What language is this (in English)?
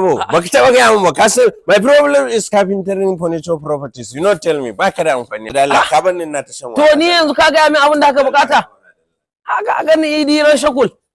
Hausa